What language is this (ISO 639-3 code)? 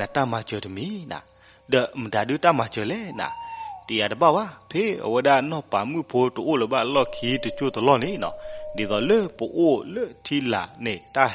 ksw